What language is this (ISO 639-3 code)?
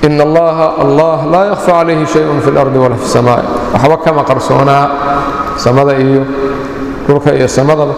som